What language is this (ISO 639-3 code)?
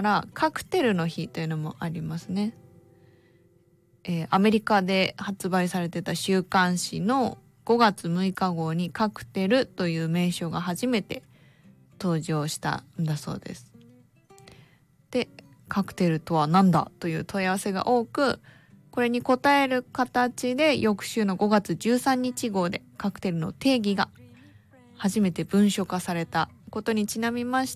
jpn